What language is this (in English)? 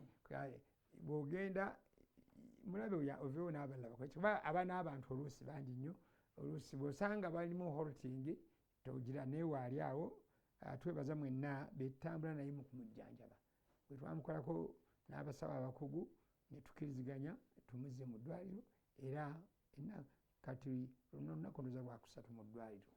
Ganda